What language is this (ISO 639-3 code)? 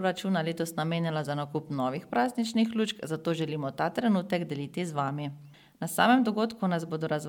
slv